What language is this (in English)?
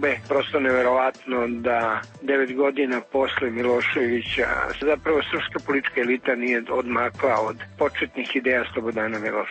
Serbian